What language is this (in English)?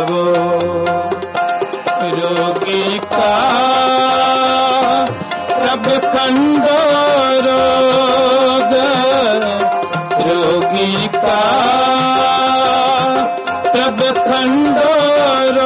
Hindi